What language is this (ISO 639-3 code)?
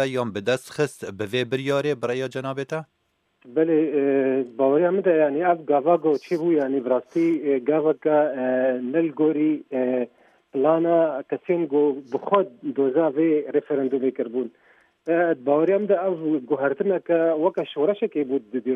kur